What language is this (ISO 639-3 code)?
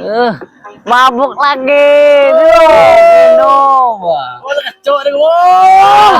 min